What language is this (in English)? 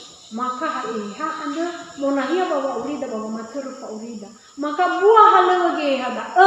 Nias